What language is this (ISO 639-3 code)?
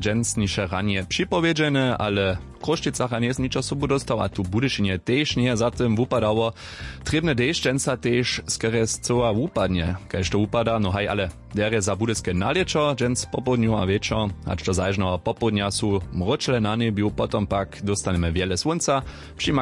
hsb